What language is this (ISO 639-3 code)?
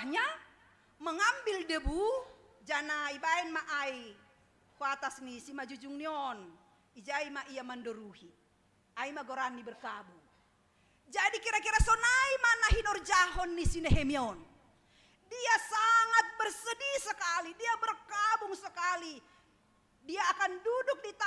bts